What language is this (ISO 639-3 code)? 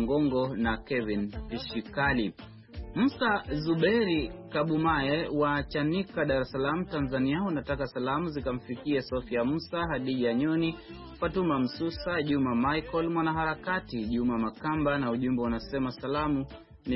swa